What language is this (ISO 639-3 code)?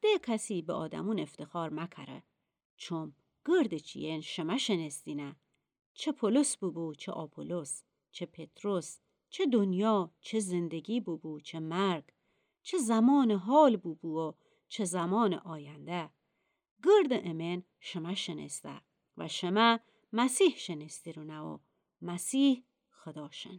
glk